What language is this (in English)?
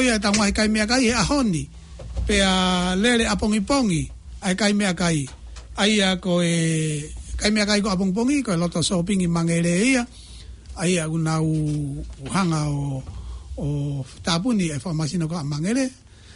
Tongan